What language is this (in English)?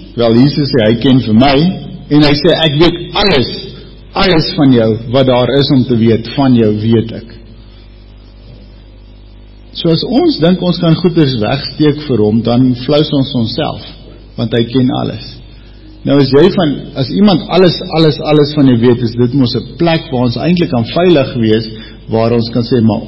Afrikaans